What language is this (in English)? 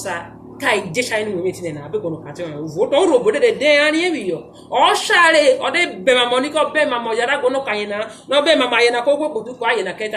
Urhobo